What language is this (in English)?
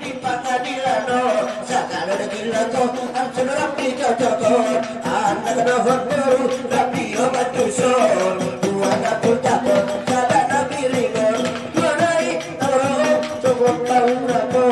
Batak Angkola